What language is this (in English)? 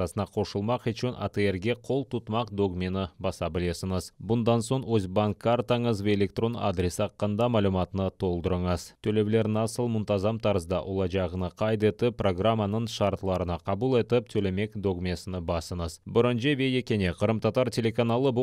Crimean Tatar